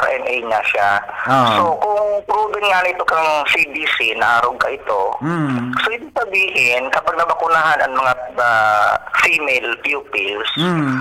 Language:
Bikol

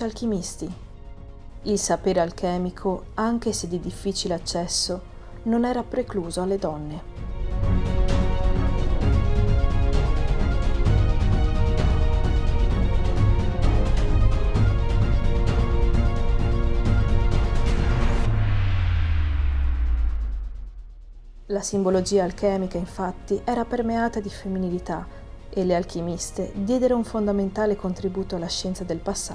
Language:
Italian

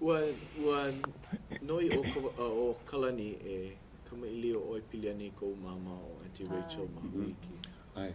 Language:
Hawaiian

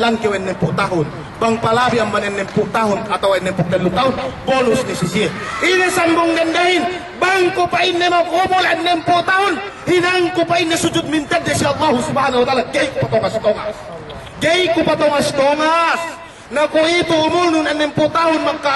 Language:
Yakan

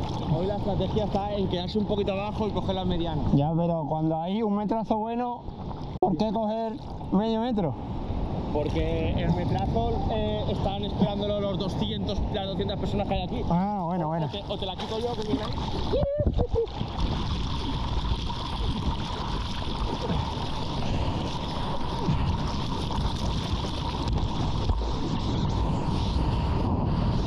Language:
Spanish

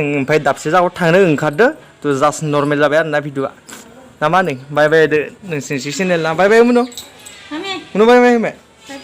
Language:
Bodo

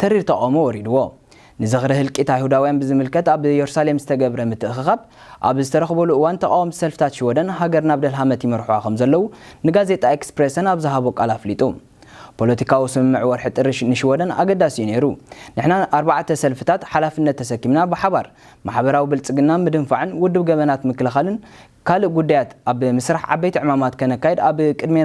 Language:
Tigrinya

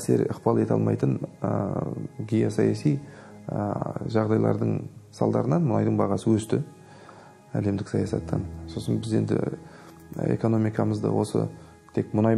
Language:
Kazakh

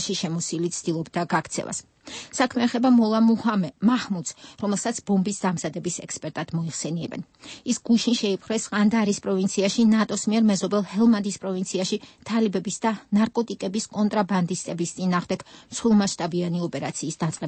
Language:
Georgian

